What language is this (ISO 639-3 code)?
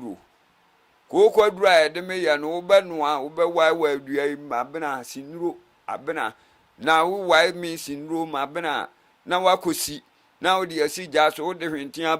aka